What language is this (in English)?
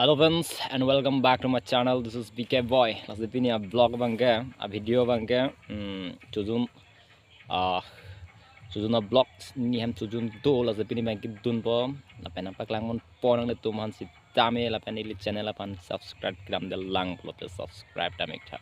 Karbi